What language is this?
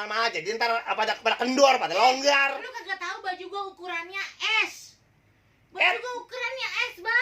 Betawi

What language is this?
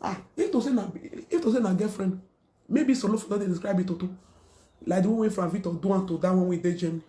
Nigerian Pidgin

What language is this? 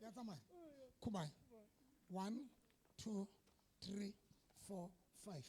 Southern Sotho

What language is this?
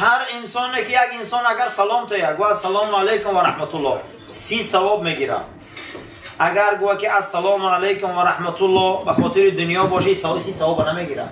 Tajik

